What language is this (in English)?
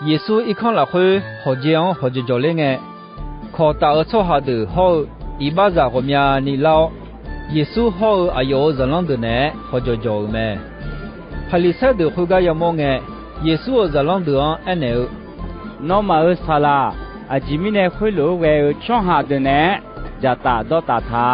Akha